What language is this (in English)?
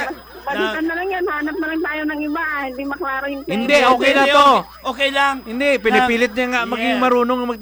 Filipino